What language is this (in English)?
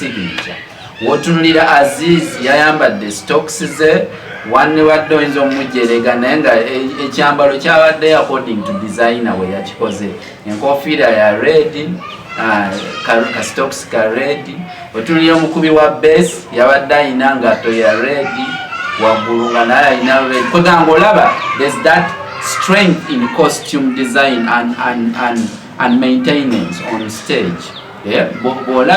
Ganda